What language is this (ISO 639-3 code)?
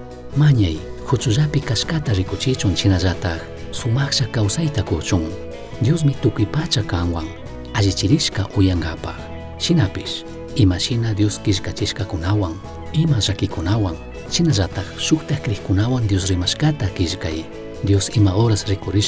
qug